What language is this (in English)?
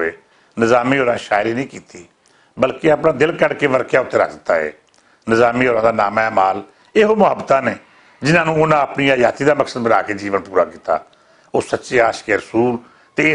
Western Panjabi